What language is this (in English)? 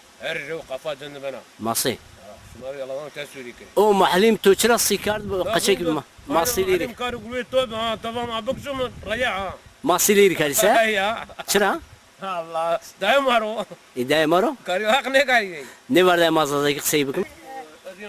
Zaza